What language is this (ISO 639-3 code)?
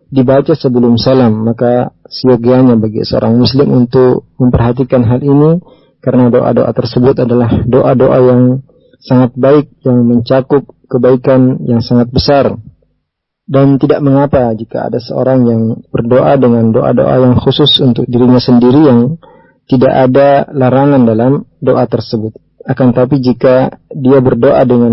ind